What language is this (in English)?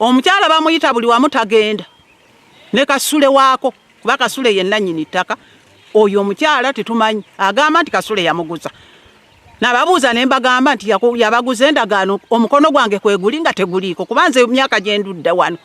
Ganda